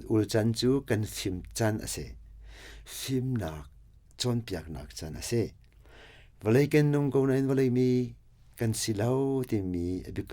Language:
Hakha Chin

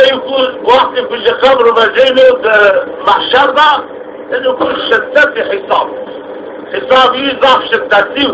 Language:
Zaza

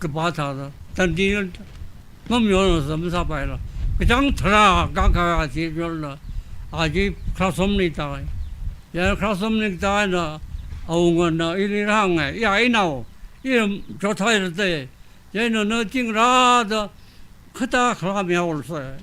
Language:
Tangkhul Naga (India)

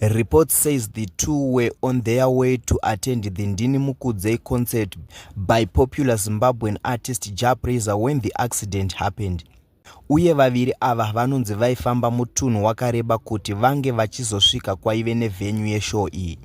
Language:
Shona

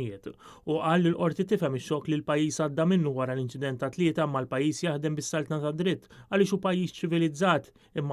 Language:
Maltese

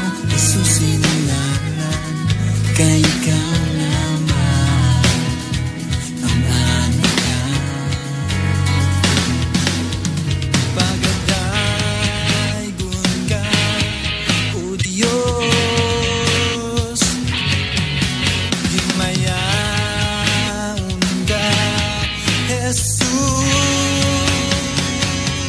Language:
Cebuano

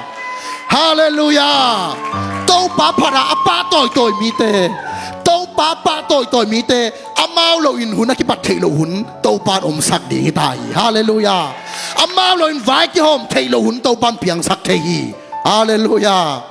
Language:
Tedim Chin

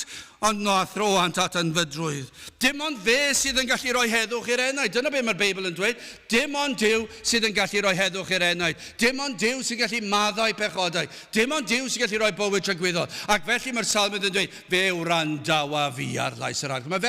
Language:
Welsh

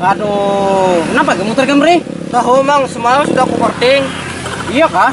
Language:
Banjar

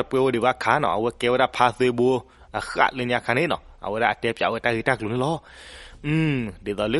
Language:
S'gaw Karen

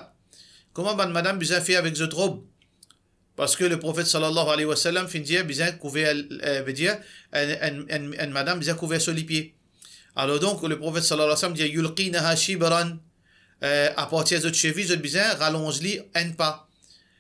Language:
Morisyen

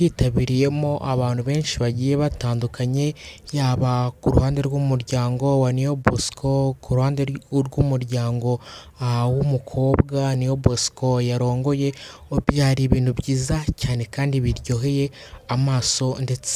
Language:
Kinyarwanda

